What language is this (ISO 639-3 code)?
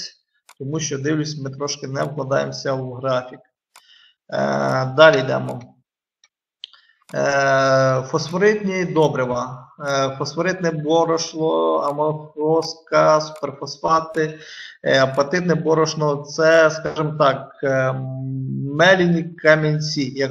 ukr